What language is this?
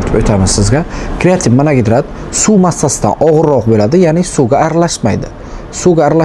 Uzbek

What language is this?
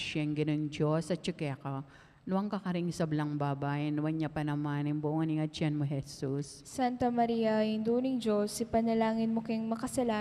Pampanga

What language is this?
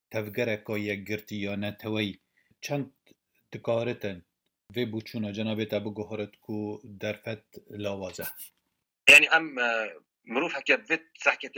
Kurdish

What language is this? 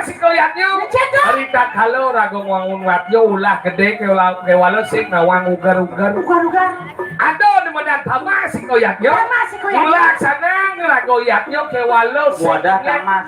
Balinese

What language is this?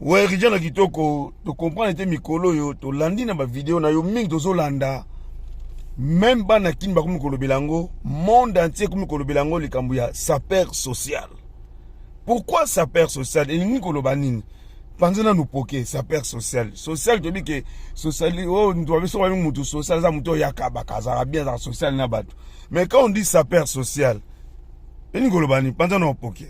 Lingala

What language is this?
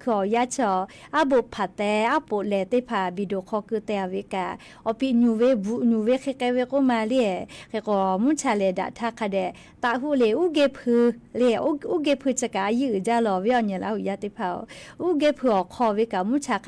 Lahu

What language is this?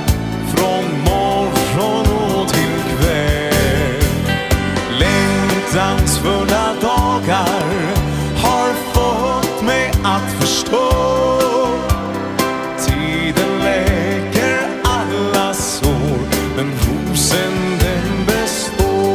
Swedish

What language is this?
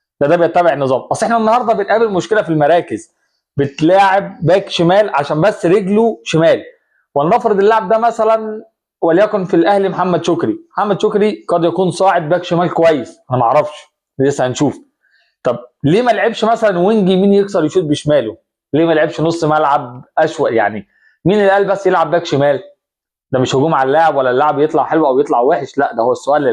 Egyptian Arabic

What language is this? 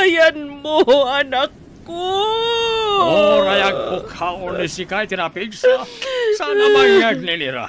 Iloko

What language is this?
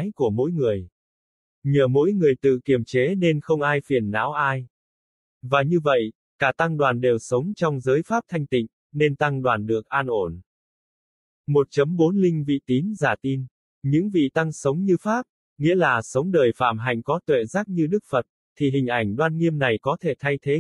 Vietnamese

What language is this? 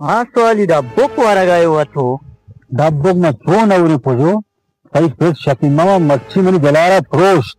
Baluchi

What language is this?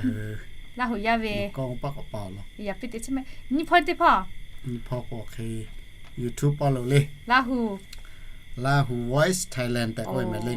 Lahu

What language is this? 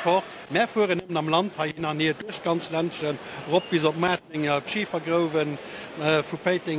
Luxembourgish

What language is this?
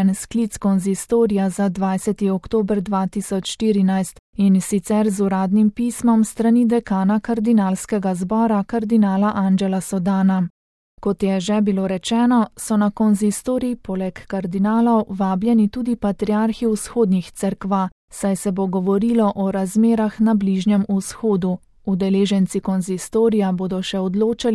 Slovenian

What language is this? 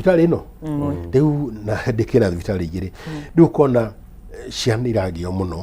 Kikuyu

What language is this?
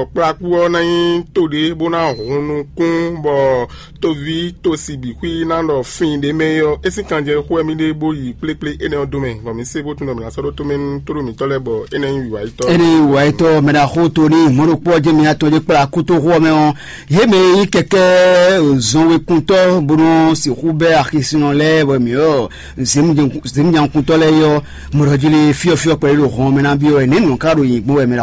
Fon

